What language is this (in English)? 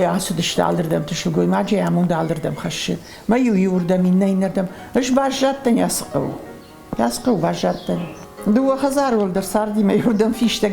Ossetic